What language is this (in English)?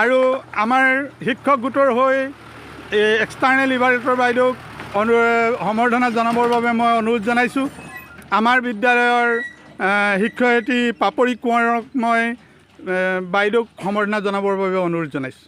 Assamese